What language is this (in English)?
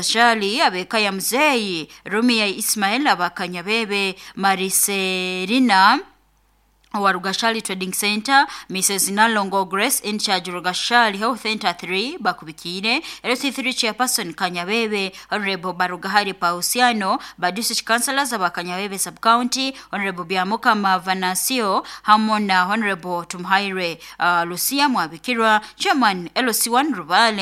Nyoro